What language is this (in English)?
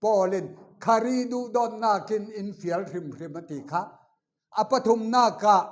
Falam Chin